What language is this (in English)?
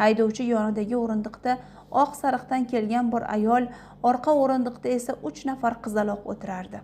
Uzbek